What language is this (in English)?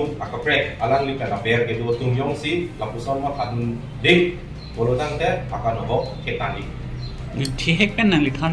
Karbi